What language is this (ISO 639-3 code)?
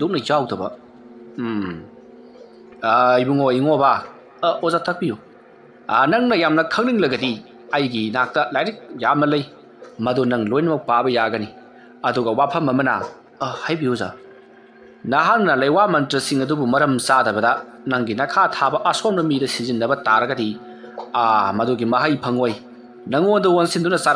mni